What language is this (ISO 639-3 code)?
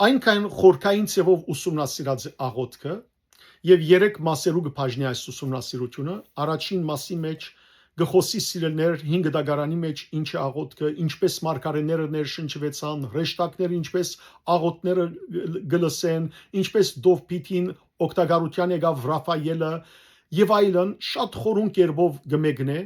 hyw